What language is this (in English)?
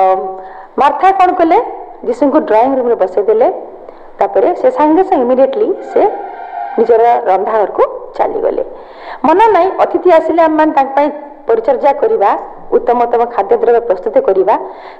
Odia